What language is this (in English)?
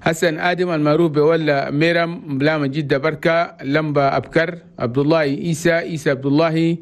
Chadian Arabic